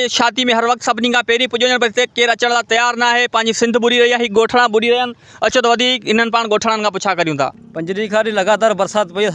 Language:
Sindhi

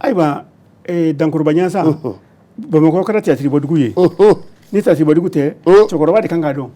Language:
Bambara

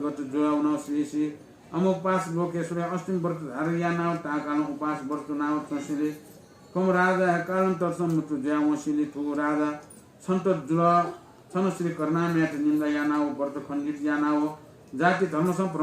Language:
Newari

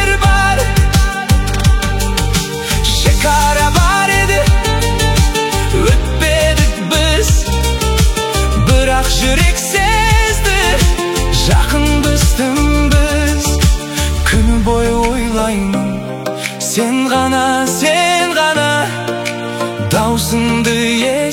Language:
Kazakh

